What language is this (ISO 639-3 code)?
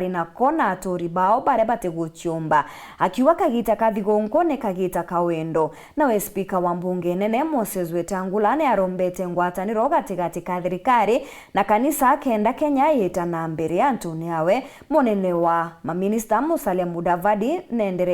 mer